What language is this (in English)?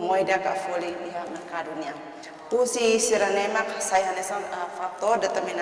Tetum